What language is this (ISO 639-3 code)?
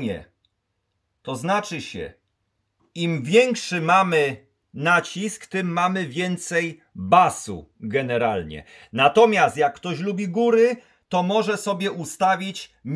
pol